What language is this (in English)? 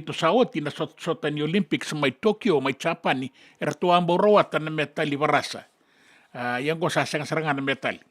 Fijian